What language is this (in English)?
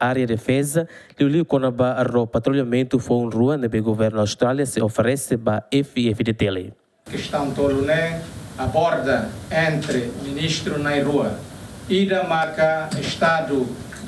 Tetum